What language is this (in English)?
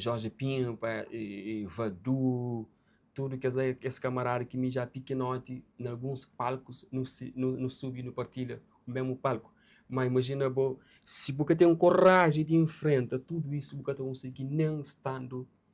Kabuverdianu